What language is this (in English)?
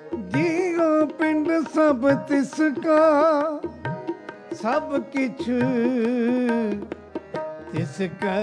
Punjabi